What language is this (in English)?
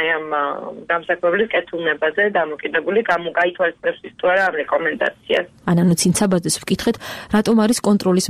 Georgian